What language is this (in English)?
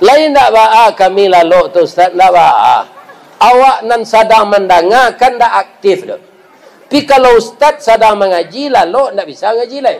Minangkabau